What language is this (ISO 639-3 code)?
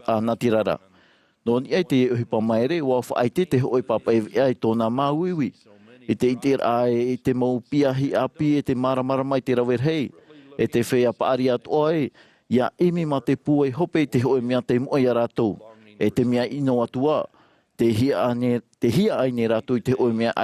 tah